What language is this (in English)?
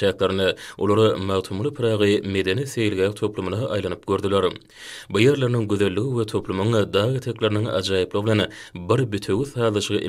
Turkmen